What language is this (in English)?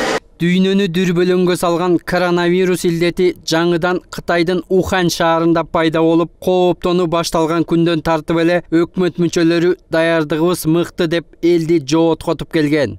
Kyrgyz